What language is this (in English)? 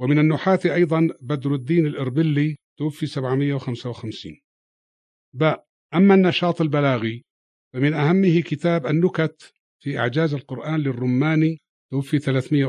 Arabic